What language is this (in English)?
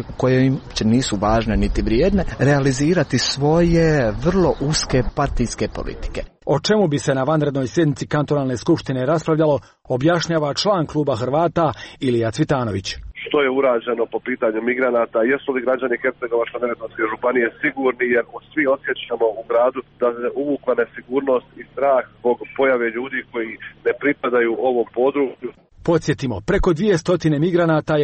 Croatian